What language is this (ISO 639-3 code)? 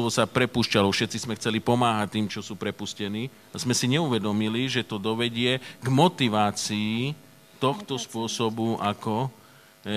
slk